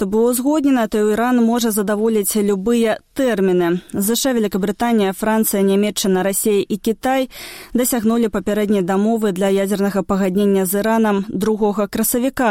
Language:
Belarusian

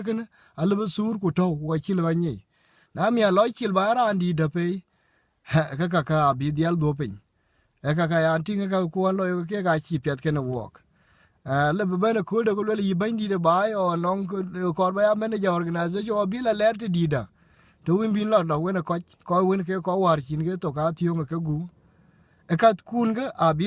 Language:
Dinka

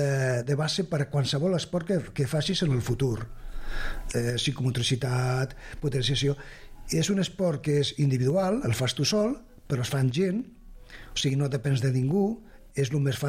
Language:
Catalan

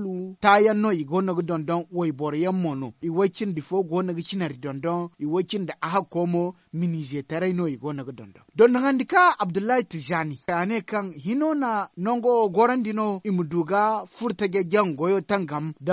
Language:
Zarma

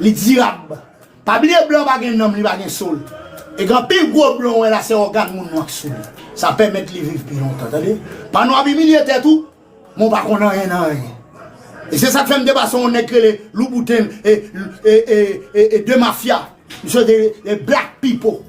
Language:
Haitian Creole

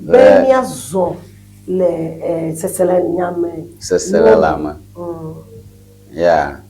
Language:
Ewe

